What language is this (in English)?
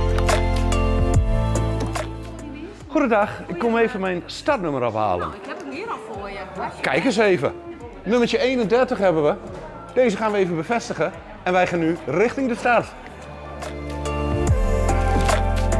Dutch